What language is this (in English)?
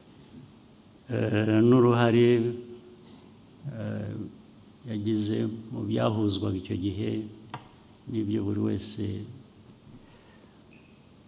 Kinyarwanda